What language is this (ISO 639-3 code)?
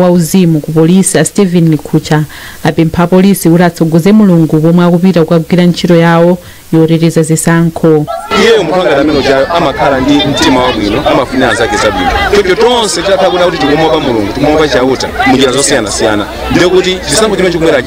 nya